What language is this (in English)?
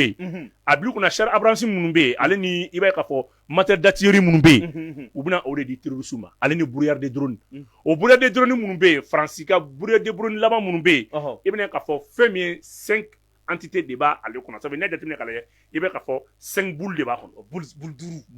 Bambara